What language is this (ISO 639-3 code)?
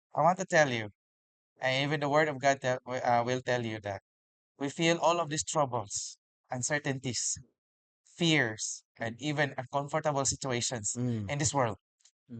ceb